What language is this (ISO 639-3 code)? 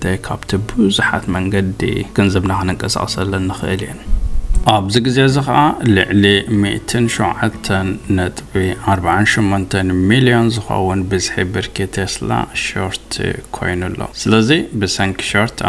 tir